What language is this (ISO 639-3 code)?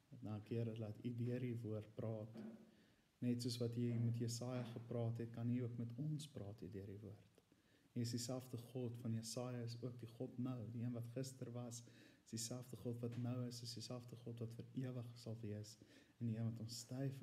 afr